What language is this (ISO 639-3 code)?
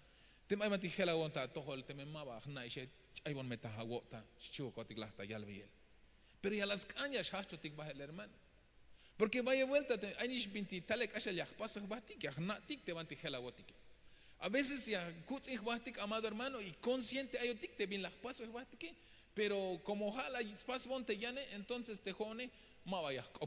tzh